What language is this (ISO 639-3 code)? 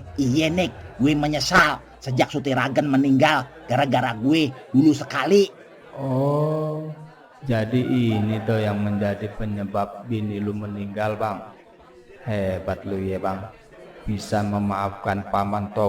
bew